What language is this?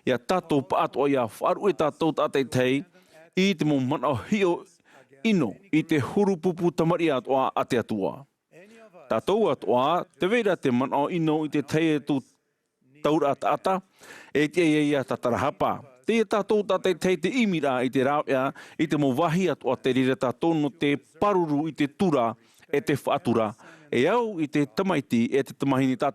Tahitian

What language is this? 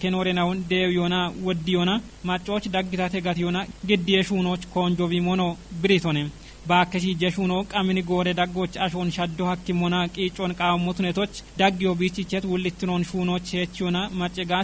Kafa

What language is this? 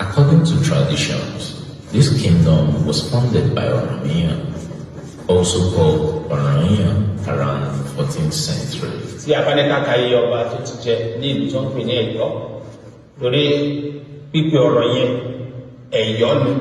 Yoruba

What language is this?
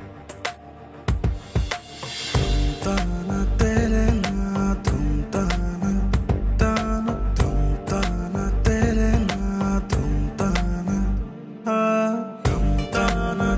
Bangla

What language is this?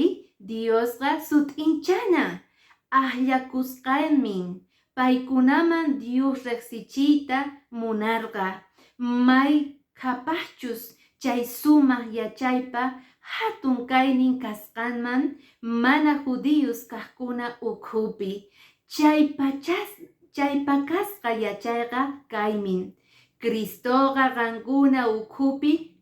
Quechua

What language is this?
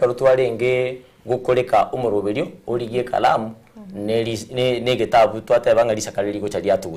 Gusii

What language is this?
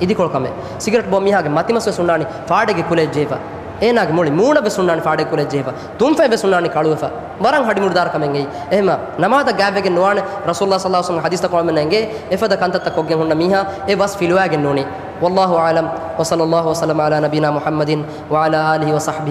Divehi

